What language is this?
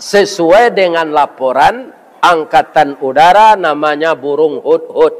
Minangkabau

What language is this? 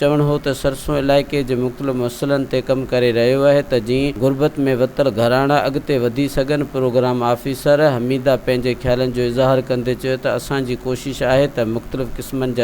Sindhi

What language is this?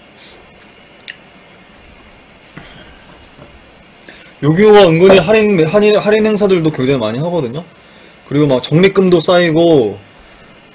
Korean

